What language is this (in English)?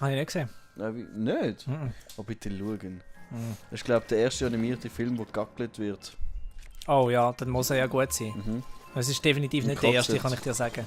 Swiss German